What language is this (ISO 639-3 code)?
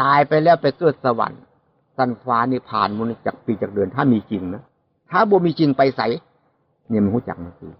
tts